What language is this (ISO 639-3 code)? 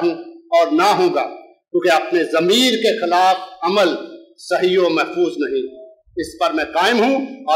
urd